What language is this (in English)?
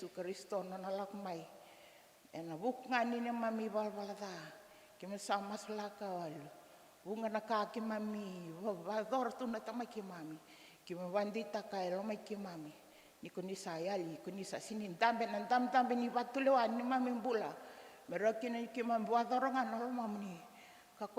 Fijian